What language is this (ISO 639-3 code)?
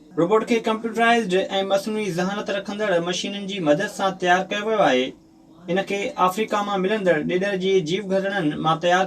snd